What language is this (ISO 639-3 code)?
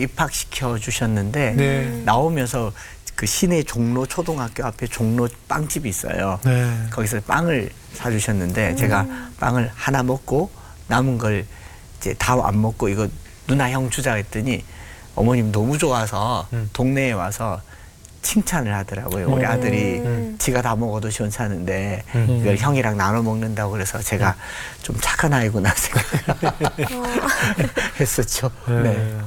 kor